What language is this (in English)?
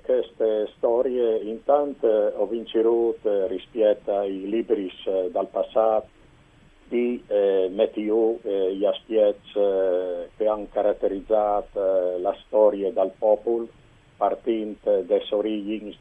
Friulian